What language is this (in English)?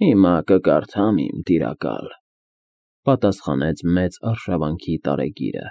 Armenian